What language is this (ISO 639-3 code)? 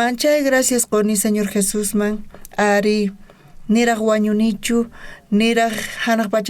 quh